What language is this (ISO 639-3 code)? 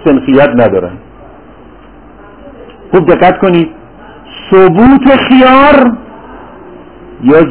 fas